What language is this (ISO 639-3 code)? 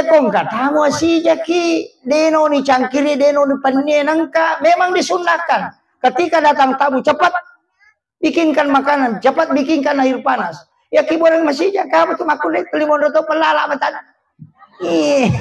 bug